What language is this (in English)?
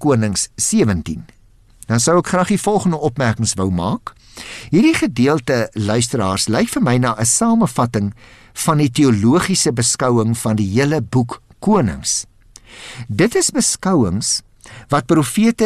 Afrikaans